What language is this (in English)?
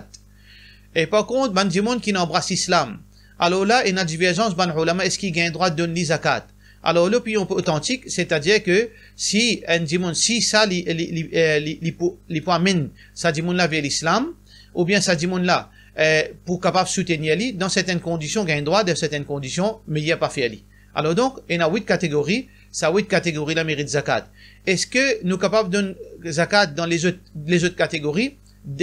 Morisyen